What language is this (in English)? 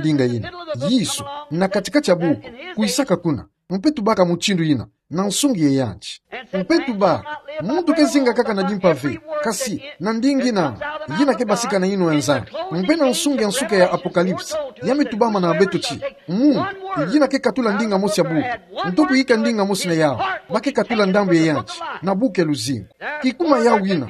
Kituba (Democratic Republic of Congo)